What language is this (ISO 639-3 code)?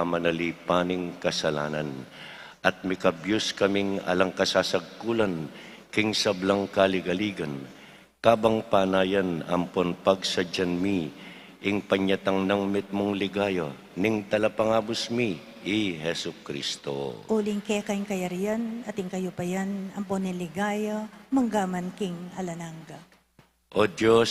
pam